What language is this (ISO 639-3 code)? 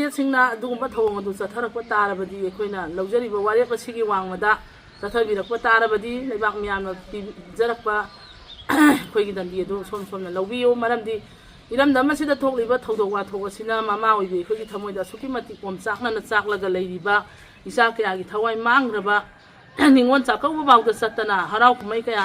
mni